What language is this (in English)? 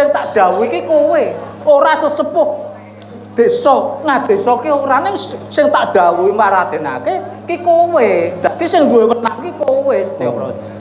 Javanese